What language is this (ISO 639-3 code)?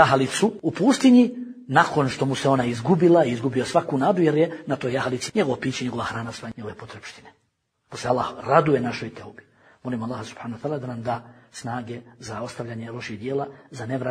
bos